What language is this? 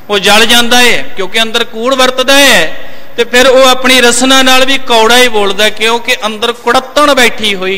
Punjabi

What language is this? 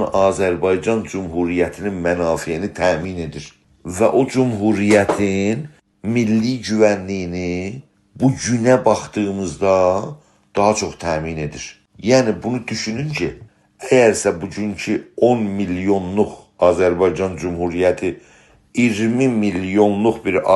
South Azerbaijani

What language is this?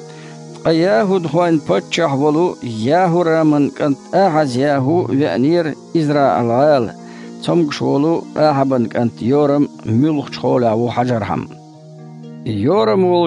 Chechen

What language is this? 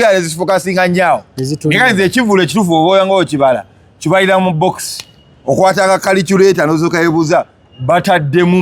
Ganda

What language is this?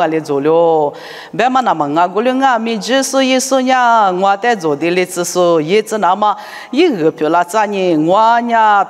Lisu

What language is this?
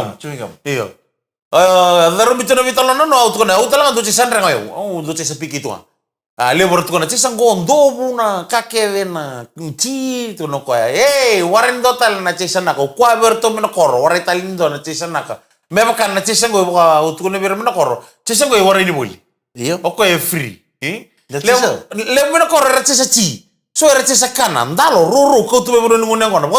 Fijian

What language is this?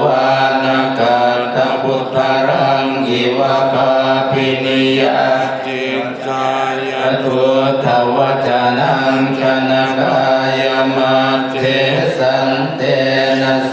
Pali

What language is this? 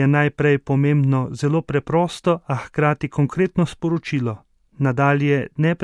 Slovenian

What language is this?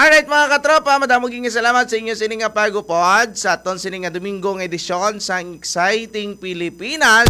Hiligaynon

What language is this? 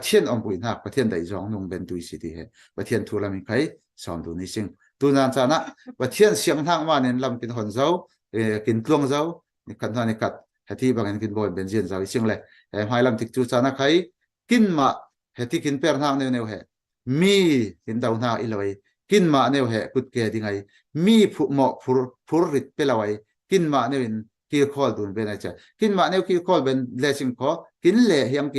Falam Chin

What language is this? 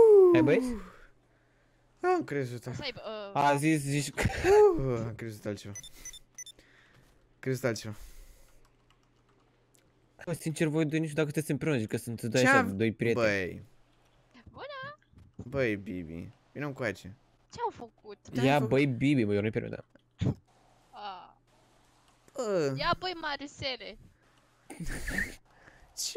Romanian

